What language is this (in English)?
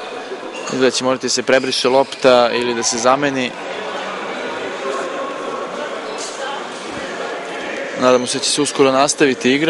Serbian